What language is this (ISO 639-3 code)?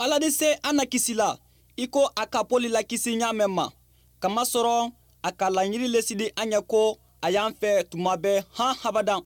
man